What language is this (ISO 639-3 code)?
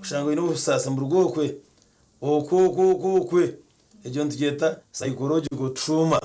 nyn